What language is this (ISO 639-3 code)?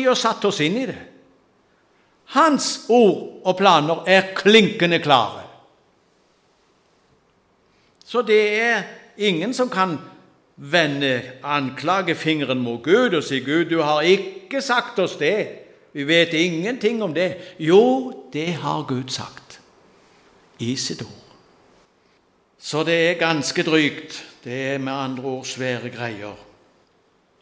nor